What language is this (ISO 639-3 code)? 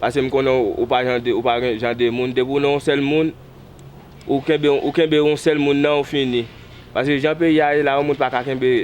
hat